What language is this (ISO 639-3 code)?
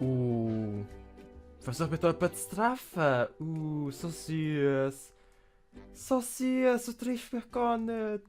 gsw